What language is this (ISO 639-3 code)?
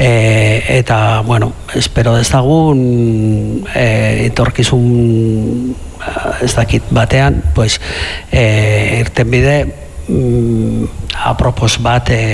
eus